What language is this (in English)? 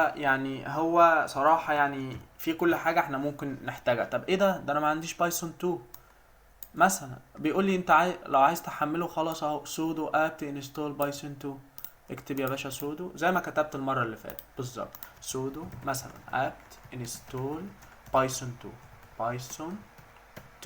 Egyptian Arabic